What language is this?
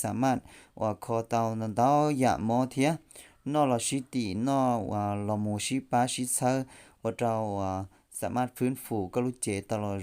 Hmong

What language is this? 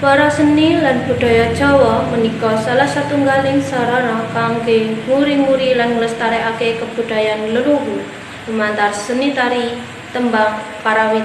Javanese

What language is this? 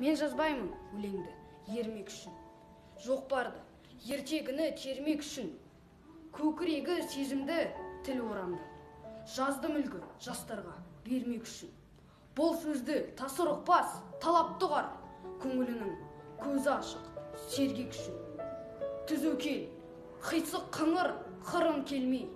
Kazakh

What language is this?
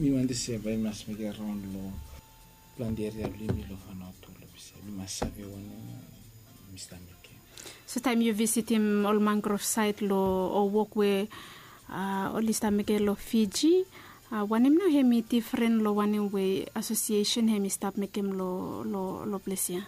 Bislama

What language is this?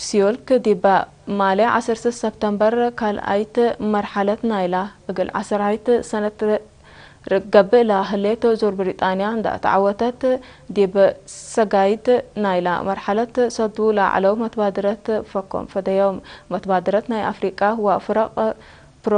Tigre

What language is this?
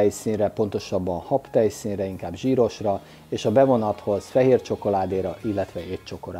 Hungarian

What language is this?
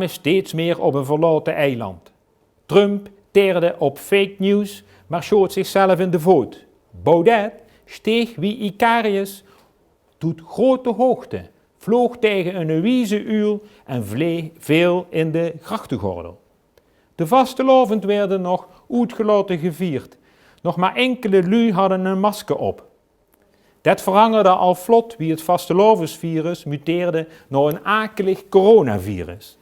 Limburgish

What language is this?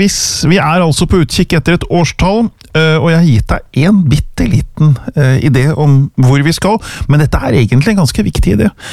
Norwegian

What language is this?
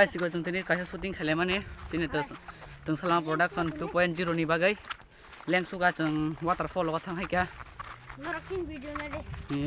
Kok Borok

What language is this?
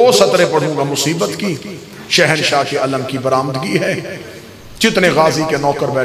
Urdu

